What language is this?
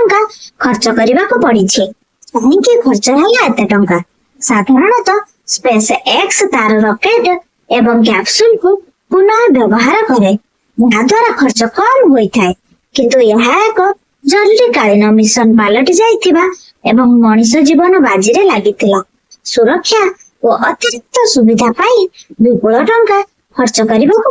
Odia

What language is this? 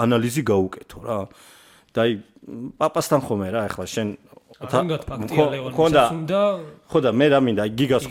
Georgian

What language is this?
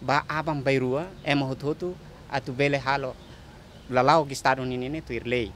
Tetum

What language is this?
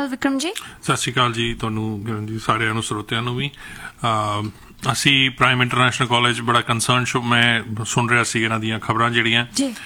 Punjabi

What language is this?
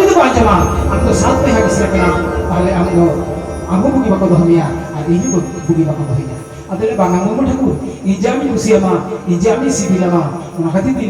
Santali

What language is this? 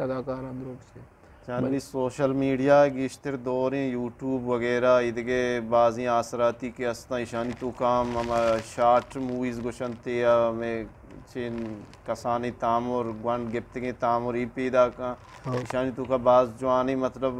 Eastern Balochi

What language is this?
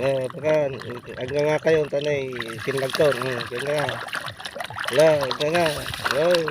Iloko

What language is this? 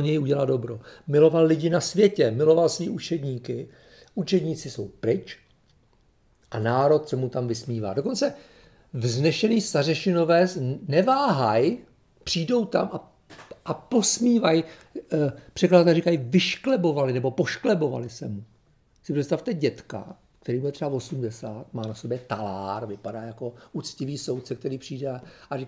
Czech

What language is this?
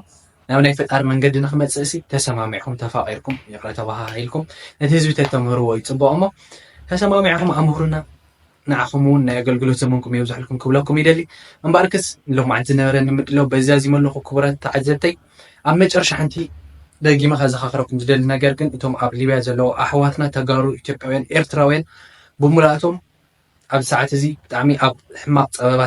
Tigrinya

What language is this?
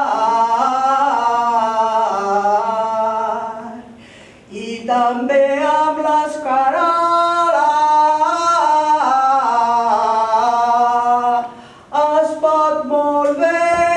Catalan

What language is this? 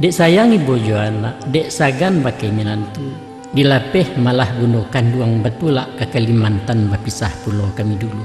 Minangkabau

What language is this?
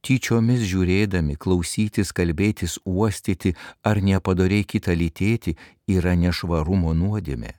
Lithuanian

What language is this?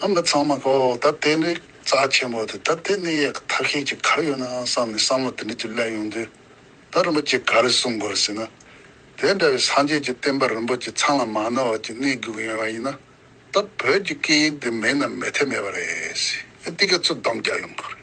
Tibetan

